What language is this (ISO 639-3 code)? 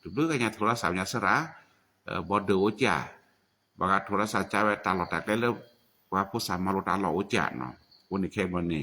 ksw